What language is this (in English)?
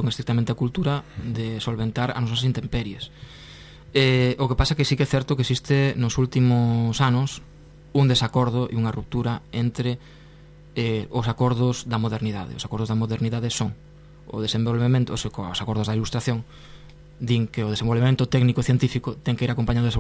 Galician